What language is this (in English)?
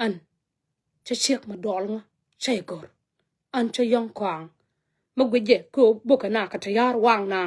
Nuer